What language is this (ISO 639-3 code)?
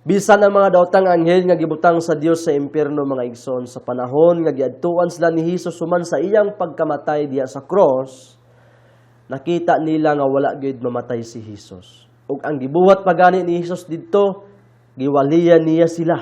ceb